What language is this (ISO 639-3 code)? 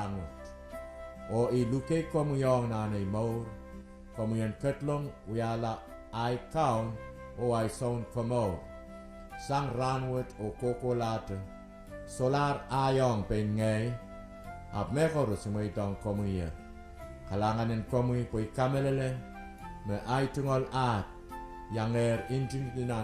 pon